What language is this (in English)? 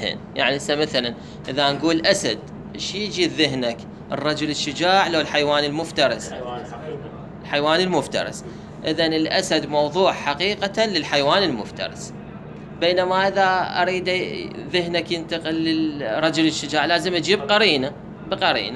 Mesopotamian Arabic